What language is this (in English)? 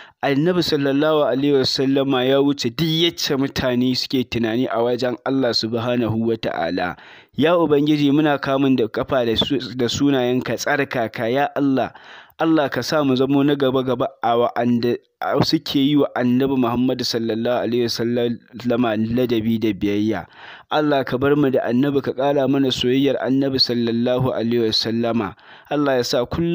Hausa